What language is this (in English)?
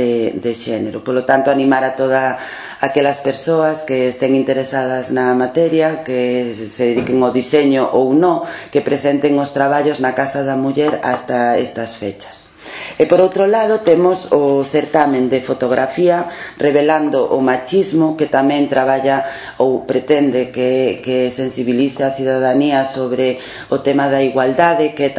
Galician